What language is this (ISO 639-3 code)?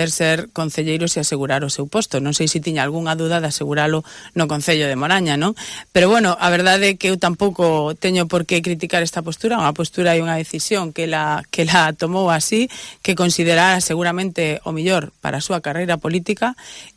glg